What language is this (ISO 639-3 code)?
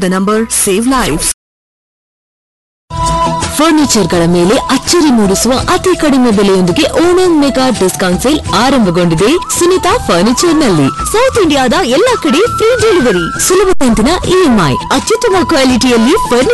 kan